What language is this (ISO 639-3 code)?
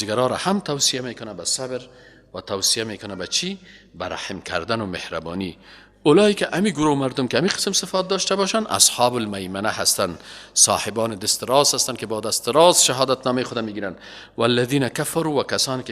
fas